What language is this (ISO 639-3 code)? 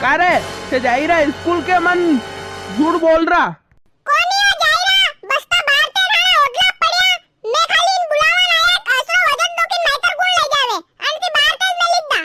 raj